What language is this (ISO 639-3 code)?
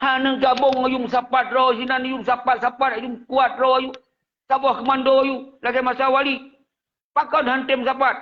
ace